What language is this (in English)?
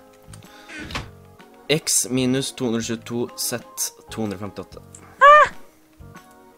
Norwegian